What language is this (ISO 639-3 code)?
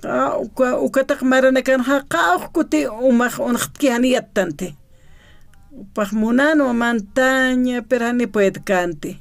aym